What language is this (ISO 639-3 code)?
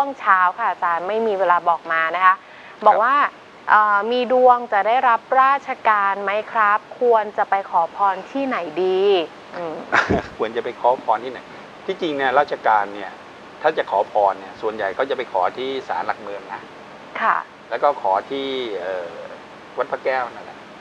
tha